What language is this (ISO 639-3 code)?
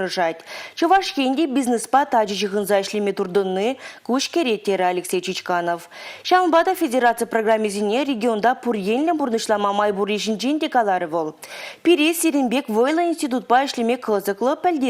chv